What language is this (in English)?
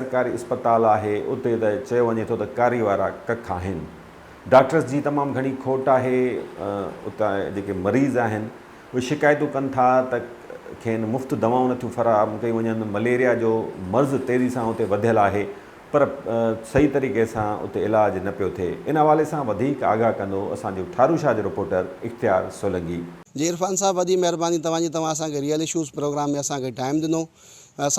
Sindhi